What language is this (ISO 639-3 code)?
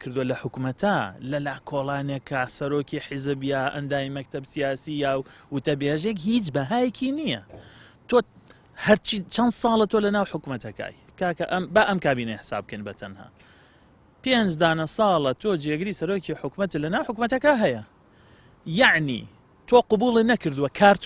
ckb